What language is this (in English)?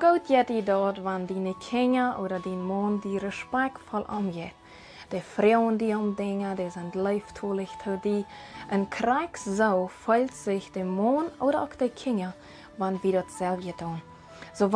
Plautdietsch